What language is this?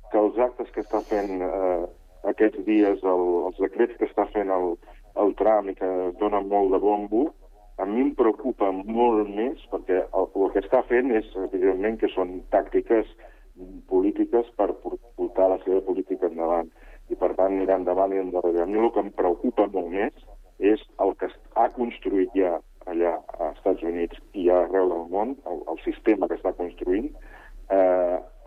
Catalan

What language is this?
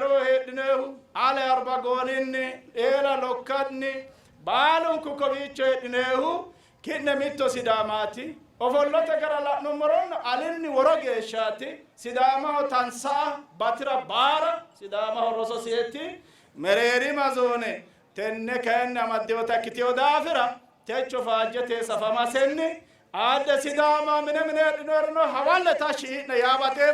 Sidamo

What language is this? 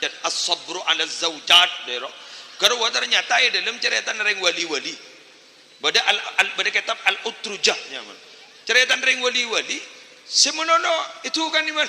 Madurese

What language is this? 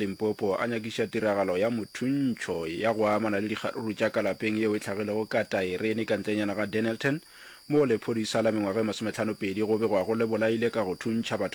Northern Sotho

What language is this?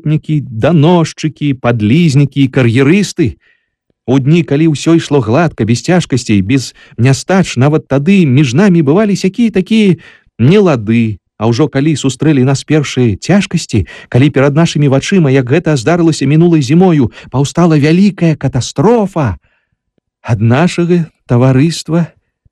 Belarusian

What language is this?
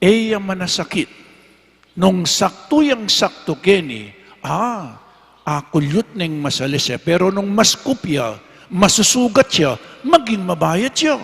Pampanga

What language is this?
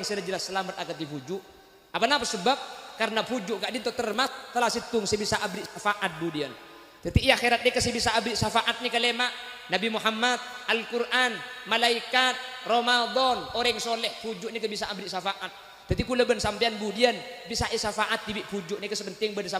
Madurese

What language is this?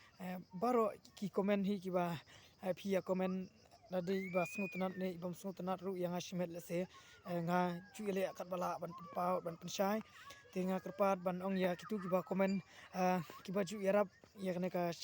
Khasi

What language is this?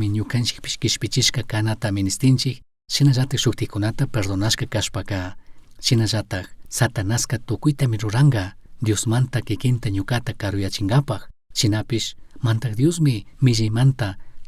Chimborazo Highland Quichua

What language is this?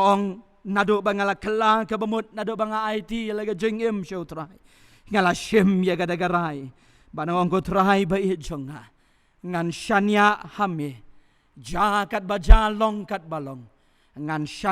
Khasi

